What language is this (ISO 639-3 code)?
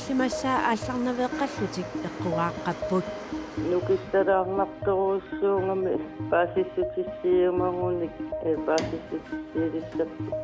kal